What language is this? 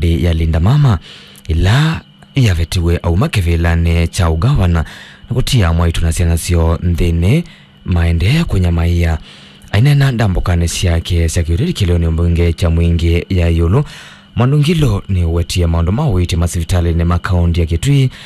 Kamba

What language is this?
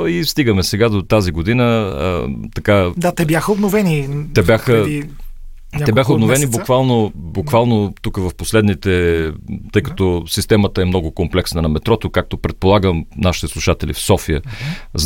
Bulgarian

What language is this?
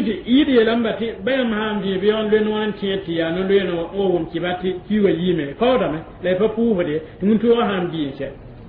Mossi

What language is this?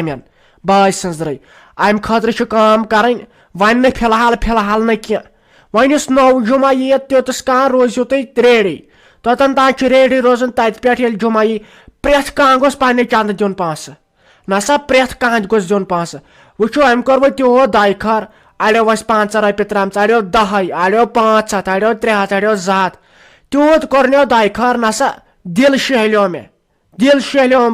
Kashmiri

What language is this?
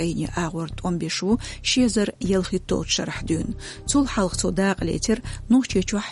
Chechen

